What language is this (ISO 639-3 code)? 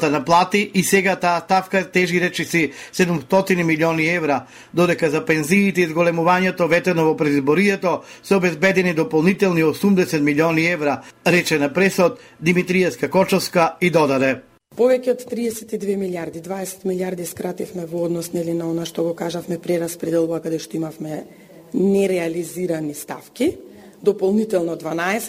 mkd